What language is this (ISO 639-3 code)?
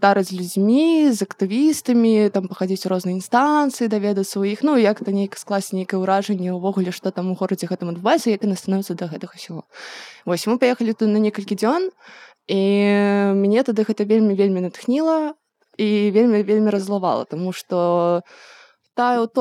bel